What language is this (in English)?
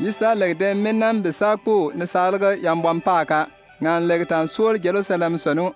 Bimoba